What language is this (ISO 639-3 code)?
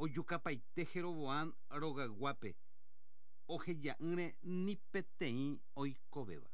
grn